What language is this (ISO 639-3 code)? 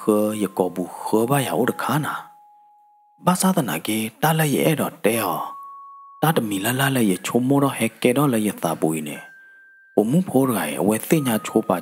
ksw